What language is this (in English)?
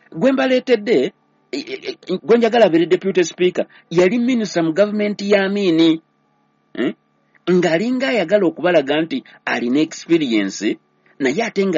Ganda